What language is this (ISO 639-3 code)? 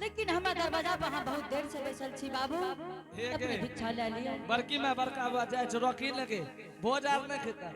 anp